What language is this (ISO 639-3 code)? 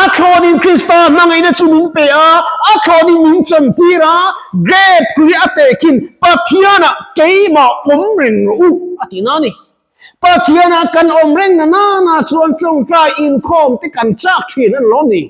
lus